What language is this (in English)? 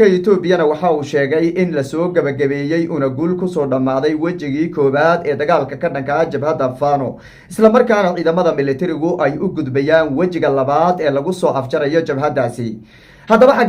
Somali